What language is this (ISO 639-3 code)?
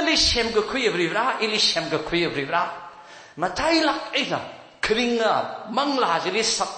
nmf